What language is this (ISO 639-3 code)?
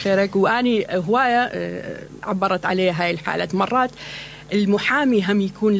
acm